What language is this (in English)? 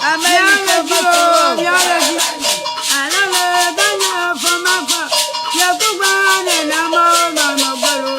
Ewe